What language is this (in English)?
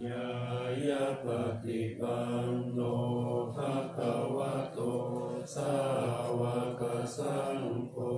Pali